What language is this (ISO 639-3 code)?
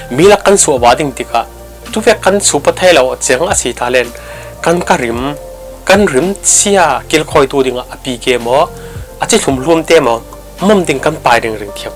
cfm